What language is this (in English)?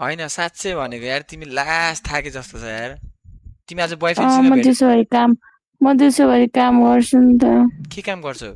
Nepali